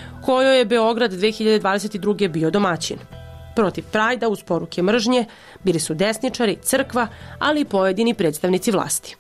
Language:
Serbian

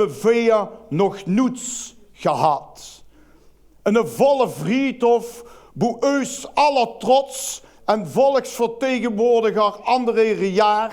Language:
Limburgish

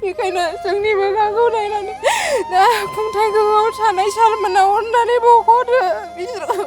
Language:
Bodo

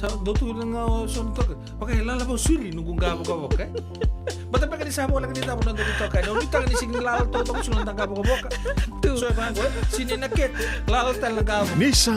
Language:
Fijian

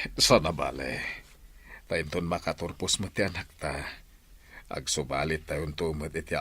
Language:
Iloko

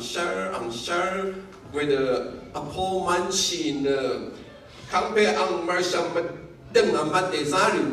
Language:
Rawang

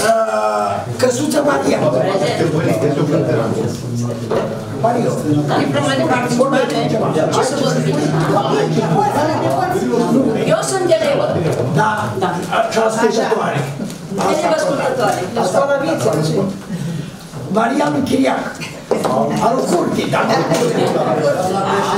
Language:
Romanian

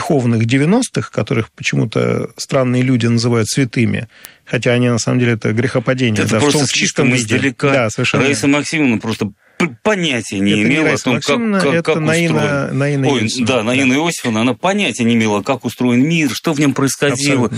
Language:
Russian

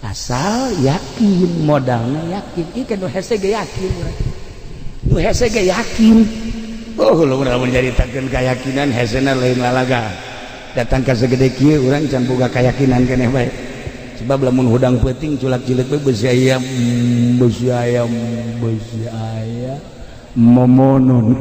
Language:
Sundanese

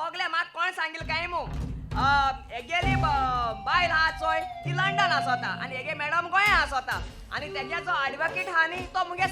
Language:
Konkani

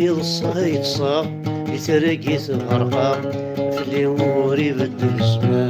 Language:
Kabyle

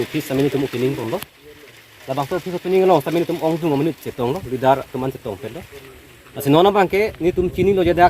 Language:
Karbi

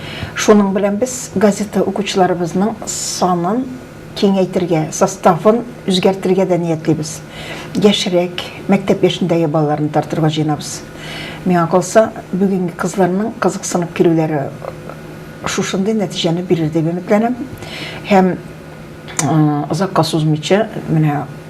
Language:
Tatar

